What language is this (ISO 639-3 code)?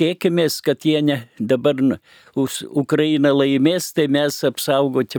lit